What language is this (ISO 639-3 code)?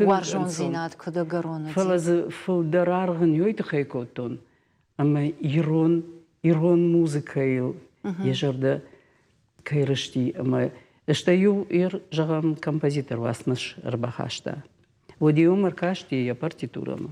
oss